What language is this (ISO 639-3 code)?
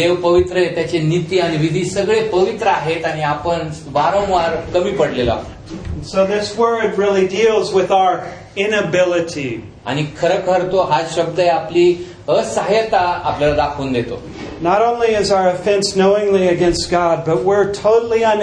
mar